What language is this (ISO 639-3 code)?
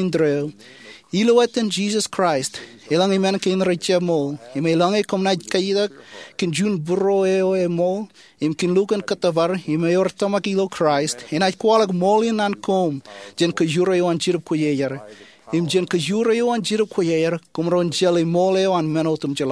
mah